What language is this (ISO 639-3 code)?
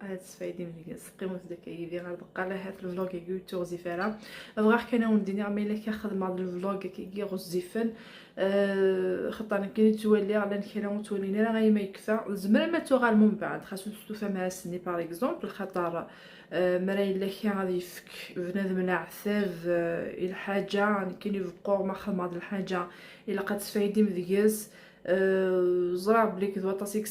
kab